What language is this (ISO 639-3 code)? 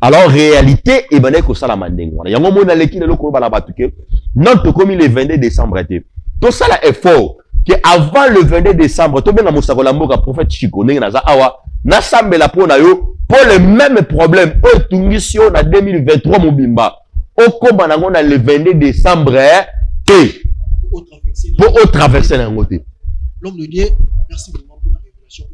lin